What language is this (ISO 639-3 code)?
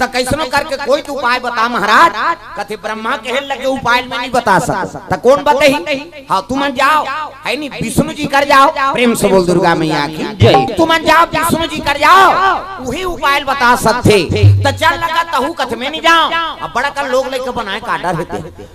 hne